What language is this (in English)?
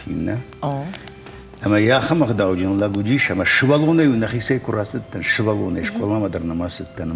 Ossetic